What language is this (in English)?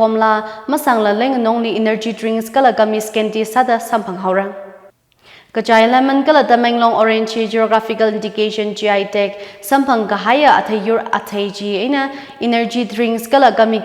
Tangkhul Naga (India)